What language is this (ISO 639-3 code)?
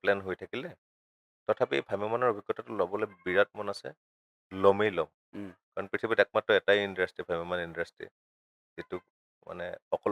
asm